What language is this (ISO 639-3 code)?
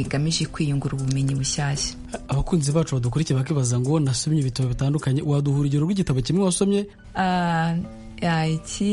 kin